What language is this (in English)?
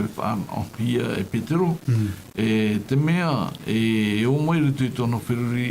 Tahitian